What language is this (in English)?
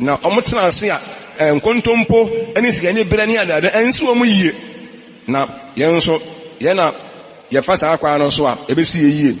Akan